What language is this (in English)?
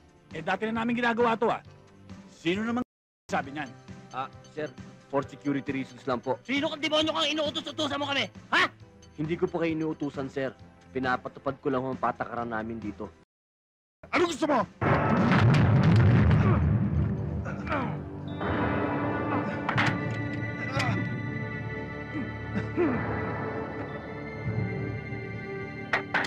Filipino